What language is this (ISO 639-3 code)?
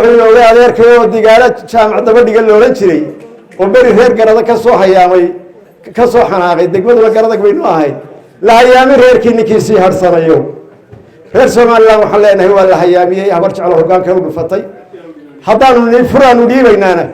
som